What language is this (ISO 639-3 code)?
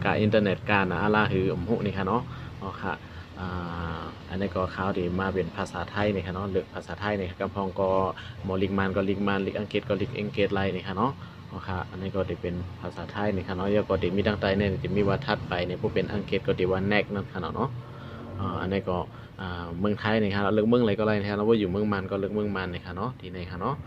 shn